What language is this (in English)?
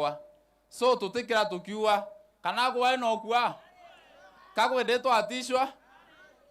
Meru